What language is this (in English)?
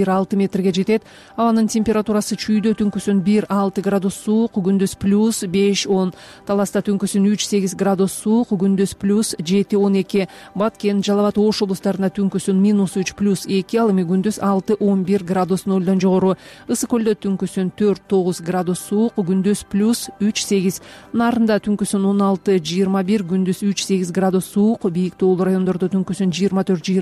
Kyrgyz